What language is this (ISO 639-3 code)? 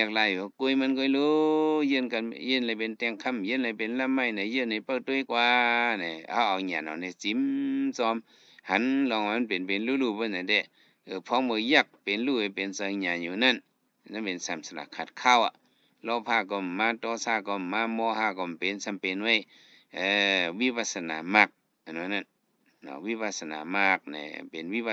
shn